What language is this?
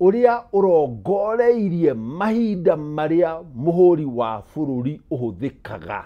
Kikuyu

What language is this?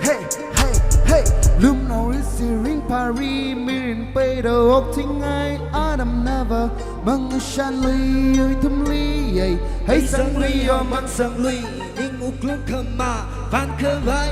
Tangkhul Naga (India)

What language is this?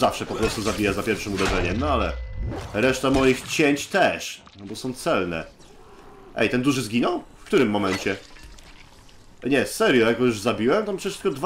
Polish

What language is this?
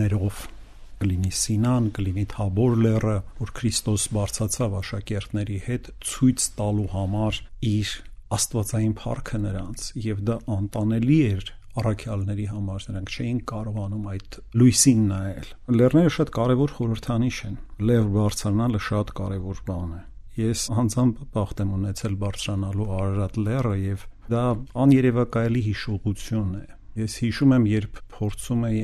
Armenian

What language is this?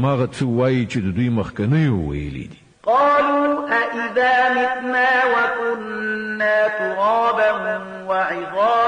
Pashto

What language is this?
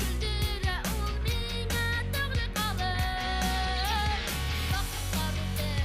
Bashkir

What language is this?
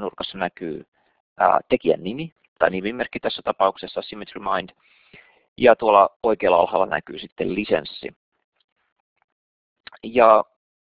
Finnish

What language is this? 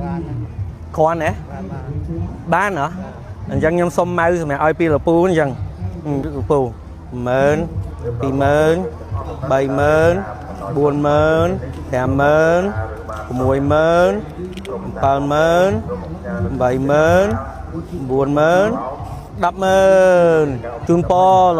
Khmer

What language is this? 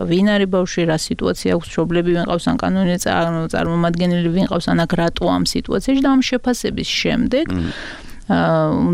Georgian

